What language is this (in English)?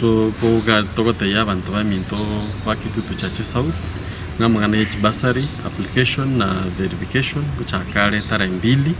Gusii